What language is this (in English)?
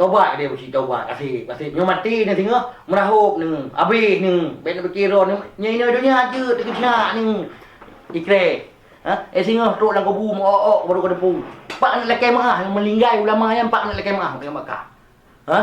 Achinese